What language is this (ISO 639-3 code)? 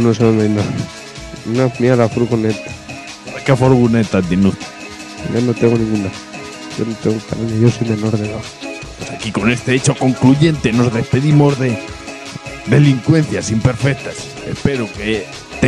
spa